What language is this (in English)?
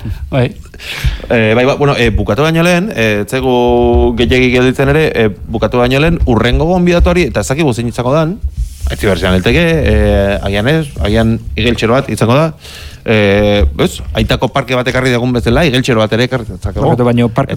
Basque